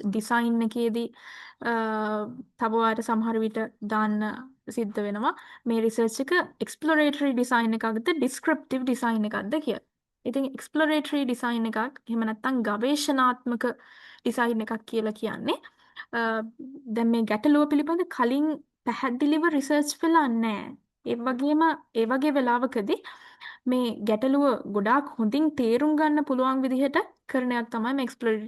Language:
Sinhala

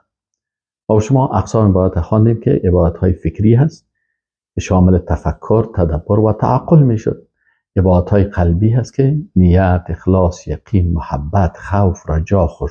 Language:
Persian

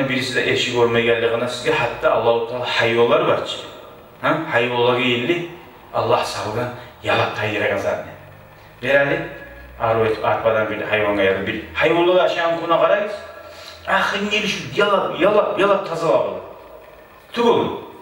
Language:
Kumyk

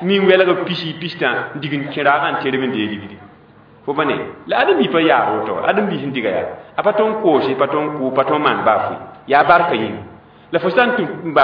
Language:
Mossi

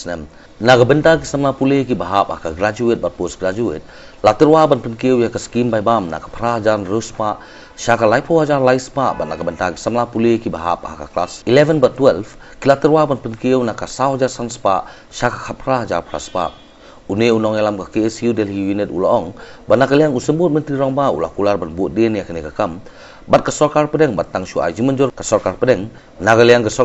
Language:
Khasi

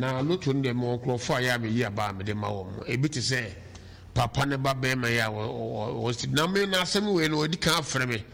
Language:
Akan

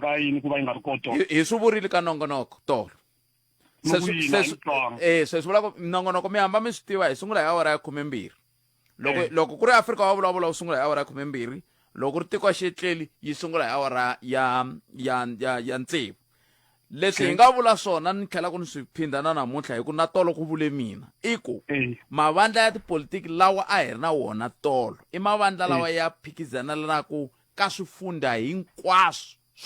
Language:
Tsonga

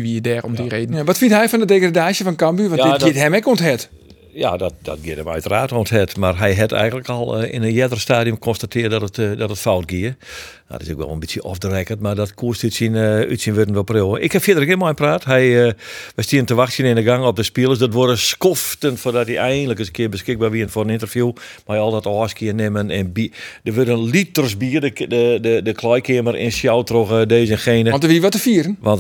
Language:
Western Frisian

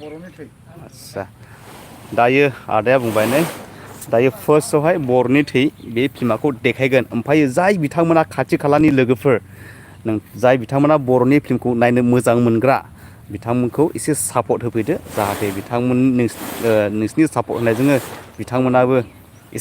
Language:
Bodo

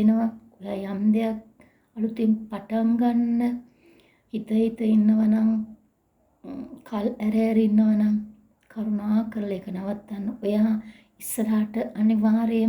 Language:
Sinhala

